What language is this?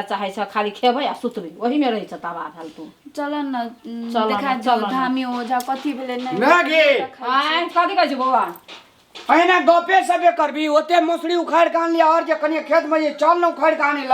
Maithili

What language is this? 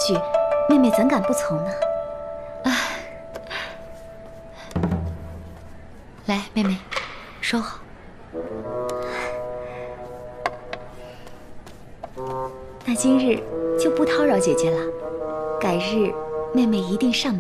Chinese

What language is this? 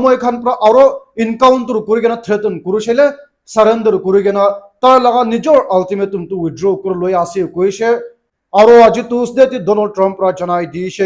Naga Pidgin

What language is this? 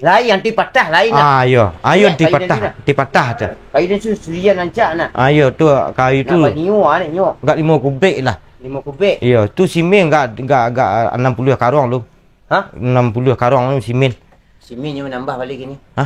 Minangkabau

